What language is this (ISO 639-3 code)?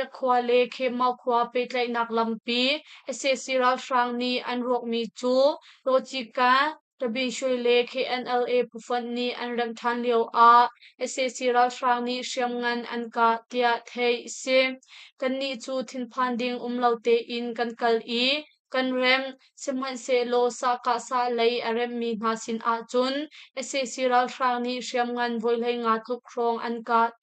cnh